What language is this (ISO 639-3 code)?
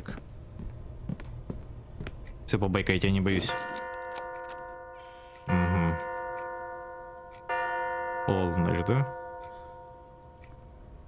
rus